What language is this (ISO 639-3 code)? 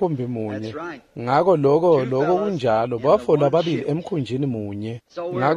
ssw